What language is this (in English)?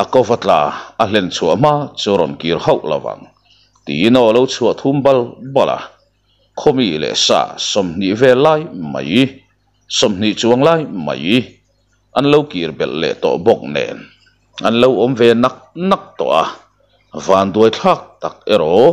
Mizo